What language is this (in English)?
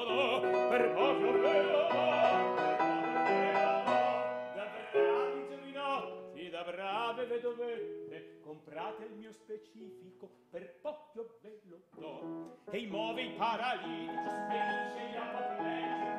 Italian